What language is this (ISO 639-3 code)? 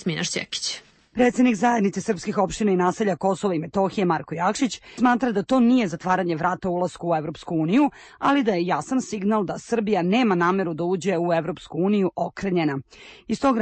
srp